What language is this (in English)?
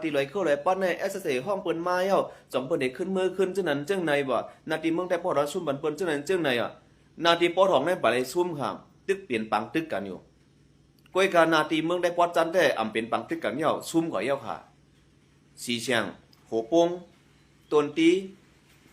Shan